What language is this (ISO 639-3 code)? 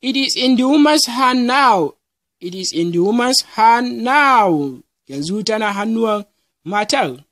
hau